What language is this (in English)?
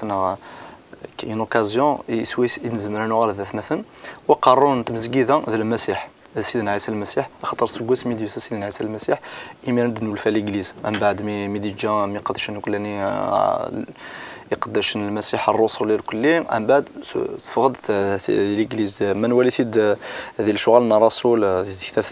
Kabyle